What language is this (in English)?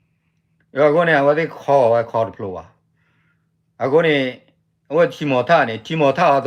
S'gaw Karen